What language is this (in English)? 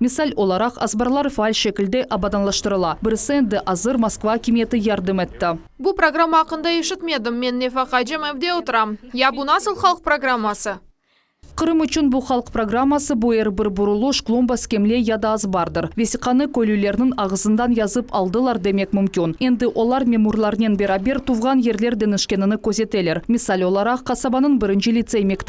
Crimean Tatar